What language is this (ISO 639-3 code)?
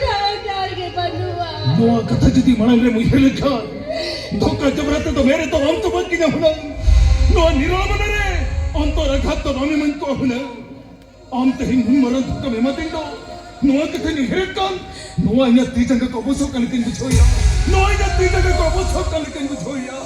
sat